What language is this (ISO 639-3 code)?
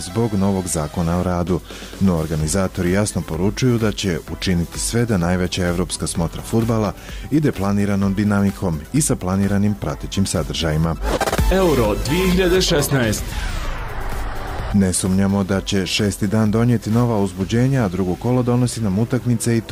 bos